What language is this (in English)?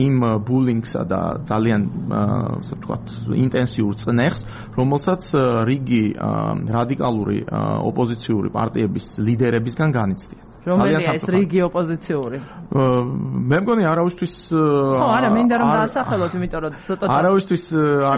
Georgian